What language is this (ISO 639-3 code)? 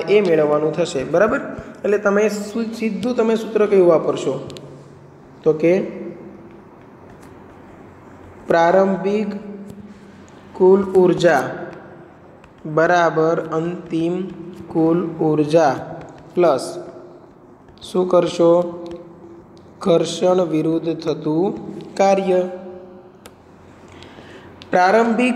guj